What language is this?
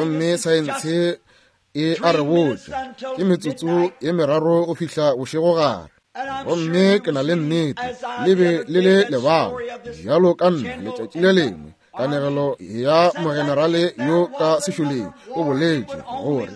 Northern Sotho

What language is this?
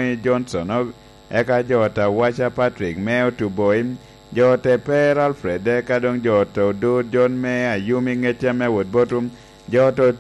Lango (Uganda)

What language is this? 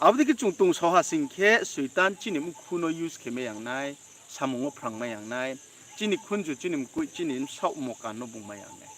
Riang (India)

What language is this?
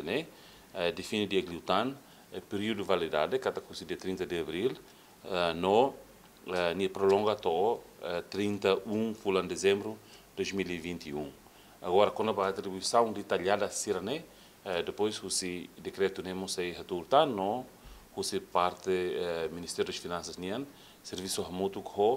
Tetum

